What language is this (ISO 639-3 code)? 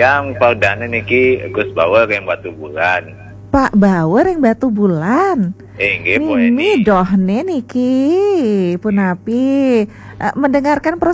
ban